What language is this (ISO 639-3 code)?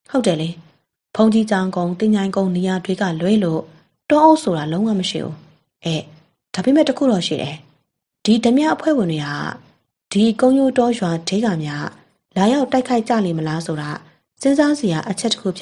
mya